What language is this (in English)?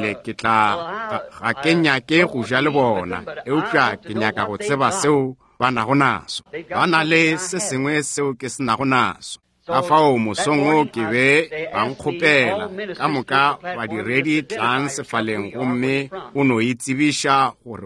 Northern Sotho